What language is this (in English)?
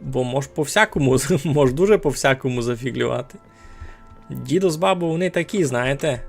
Rusyn